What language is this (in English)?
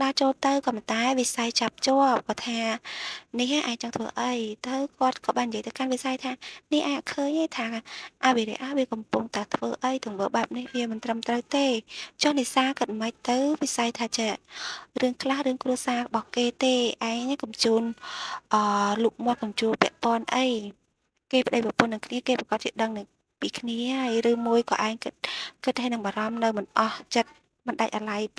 Khmer